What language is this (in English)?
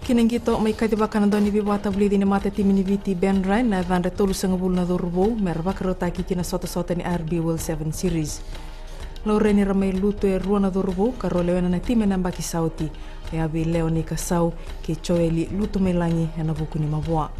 Fijian